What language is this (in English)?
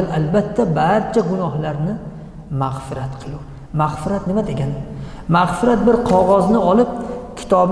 Uzbek